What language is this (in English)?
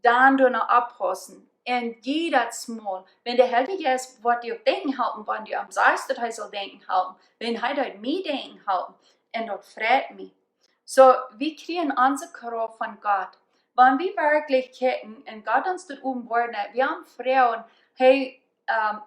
Plautdietsch